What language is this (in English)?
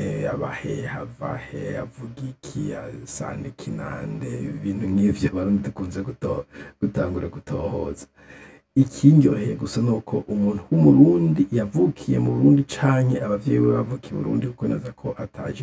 Rundi